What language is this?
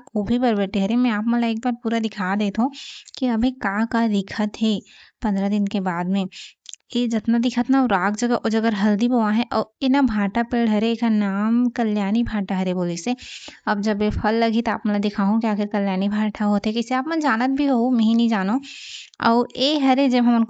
Chhattisgarhi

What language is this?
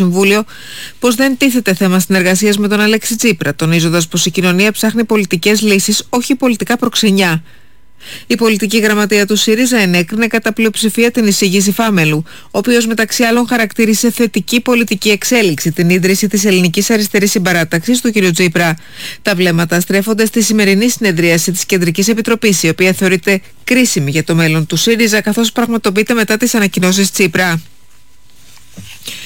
Greek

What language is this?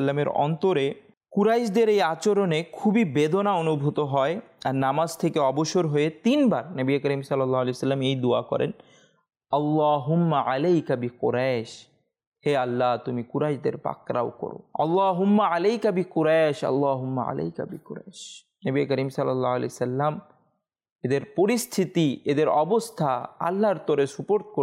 Bangla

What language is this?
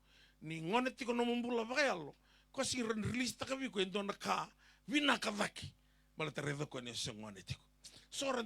Fijian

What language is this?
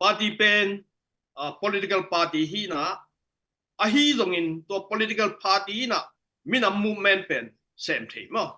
Tedim Chin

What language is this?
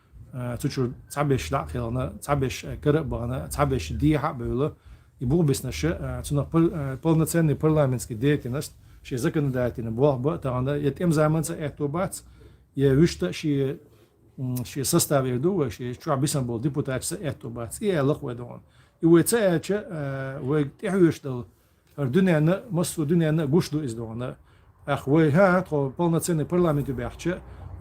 Chechen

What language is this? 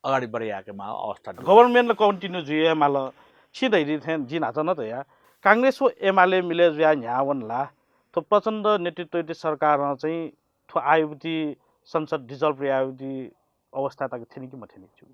Newari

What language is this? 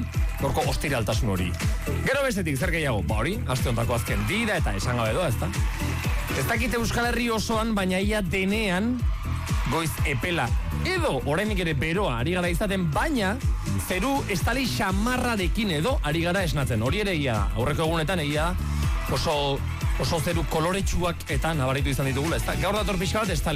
Basque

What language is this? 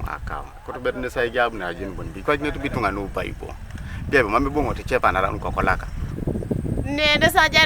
Teso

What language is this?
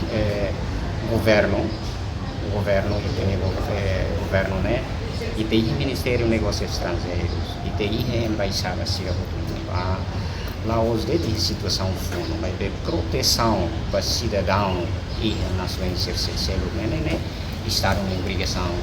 Tetum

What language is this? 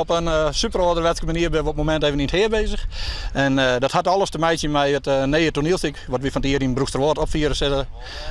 Western Frisian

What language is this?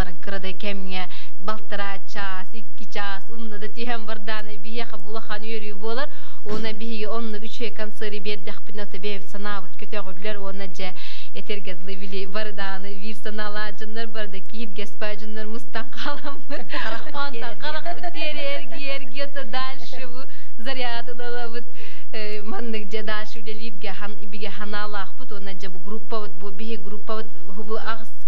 Yakut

